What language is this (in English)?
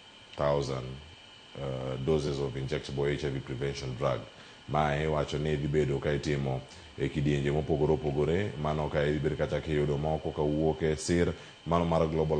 Luo (Kenya and Tanzania)